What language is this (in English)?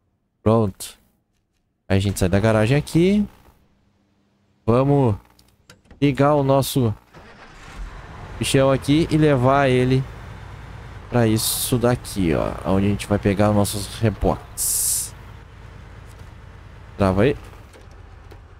Portuguese